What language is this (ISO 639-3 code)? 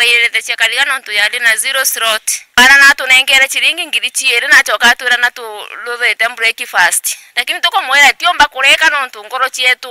mer